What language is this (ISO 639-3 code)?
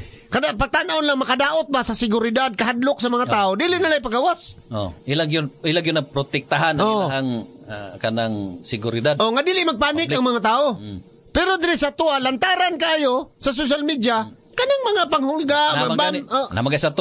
ceb